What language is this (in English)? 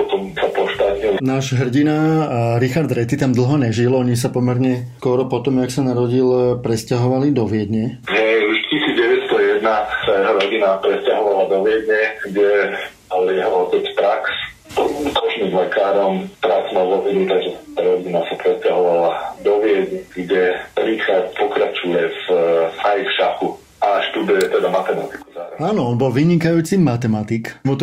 Slovak